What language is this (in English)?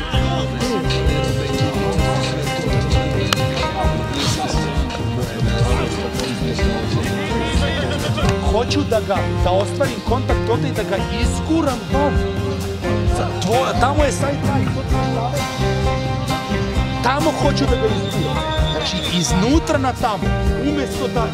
Serbian